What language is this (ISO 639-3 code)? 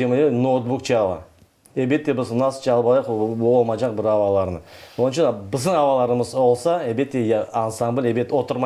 crh